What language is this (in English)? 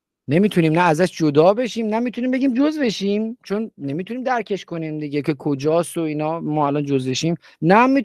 Persian